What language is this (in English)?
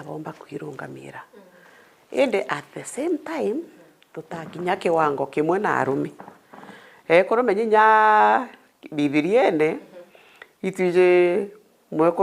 Meru